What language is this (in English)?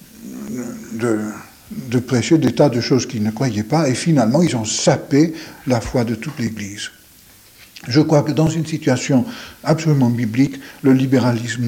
French